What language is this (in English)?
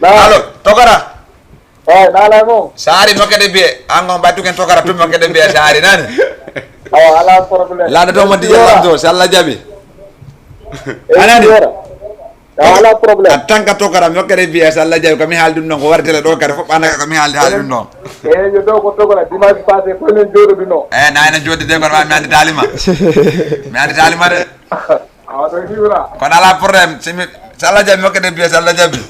Fula